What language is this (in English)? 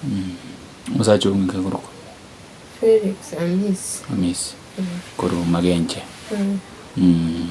Gusii